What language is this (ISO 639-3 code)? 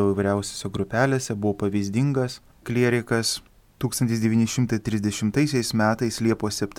lit